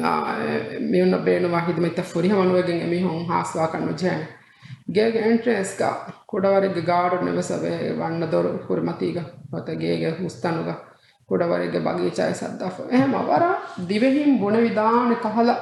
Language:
Divehi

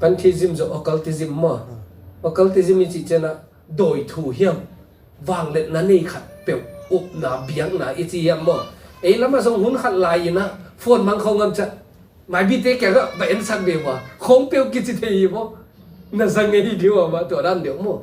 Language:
Tedim Chin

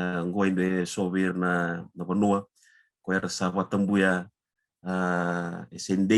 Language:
Fijian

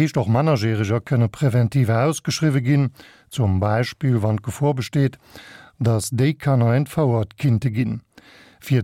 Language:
Luxembourgish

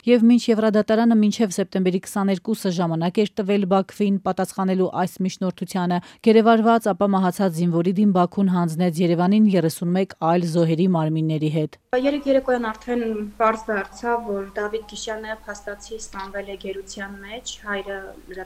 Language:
Armenian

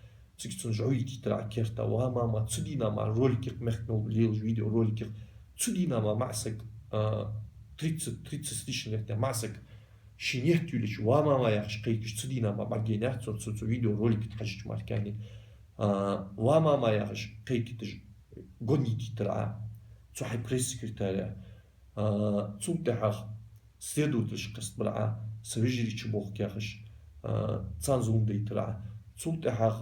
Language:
Ingush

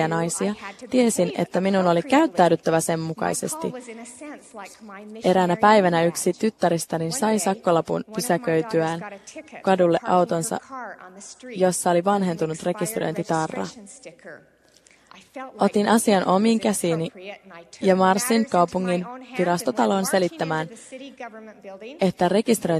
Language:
Finnish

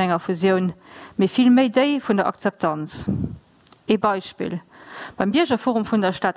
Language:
Luxembourgish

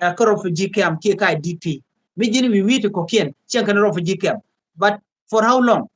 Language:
Nuer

